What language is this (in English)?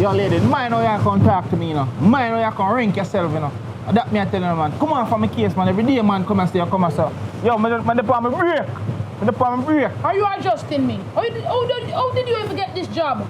Jamaican Creole English